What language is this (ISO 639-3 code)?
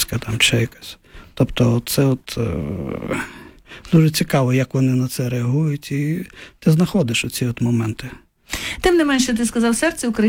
ukr